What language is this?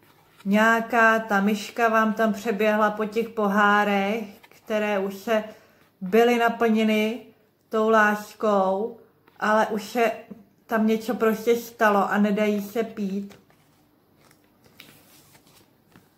Czech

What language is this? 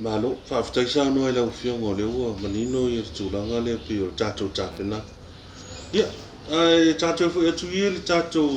Samoan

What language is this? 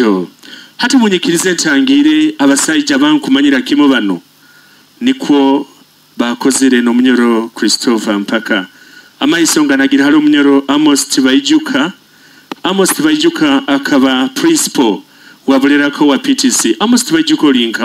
Nyoro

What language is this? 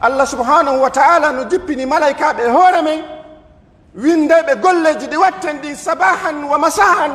Pular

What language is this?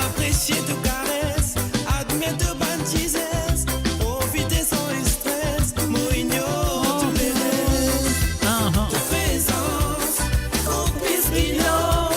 Morisyen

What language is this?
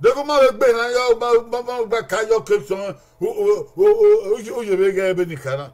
Bini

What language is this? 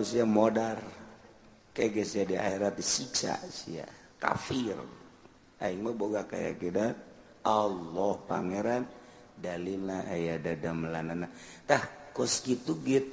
Sundanese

